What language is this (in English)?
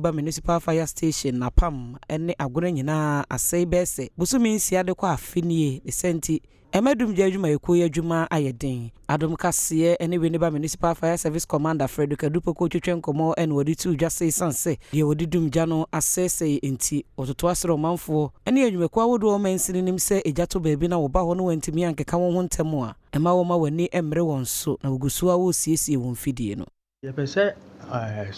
Akan